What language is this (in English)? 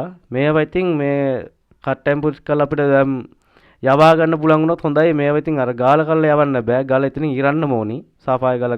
Sinhala